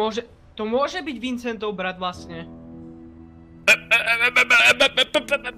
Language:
Slovak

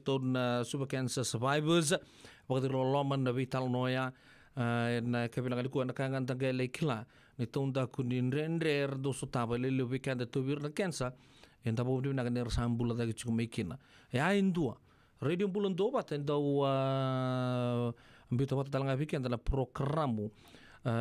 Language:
Fijian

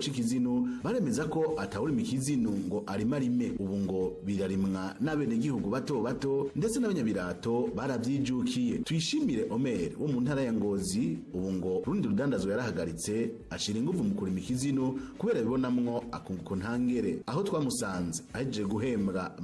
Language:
Rundi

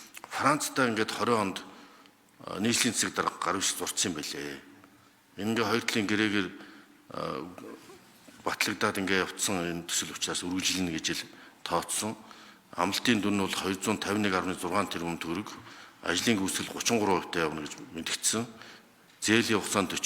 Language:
Mongolian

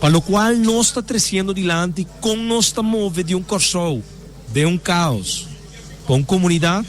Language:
Papiamento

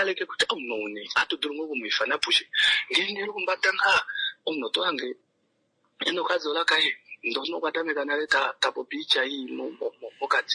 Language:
Kuanyama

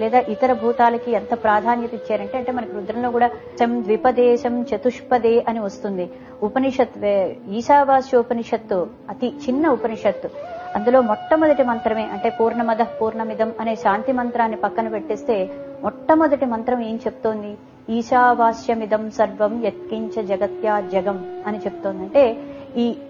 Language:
Telugu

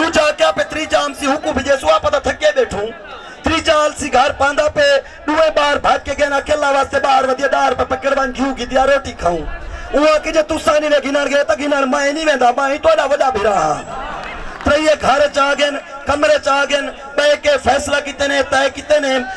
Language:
Saraiki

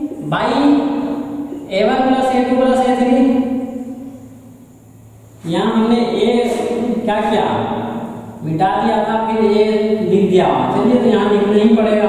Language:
Hindi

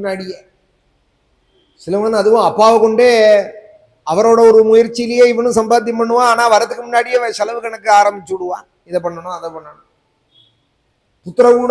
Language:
Tamil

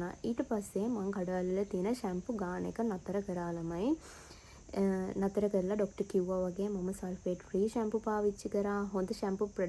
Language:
Sinhala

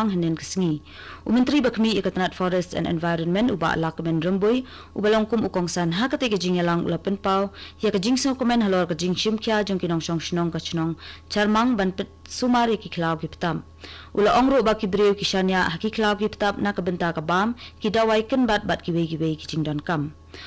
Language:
Khasi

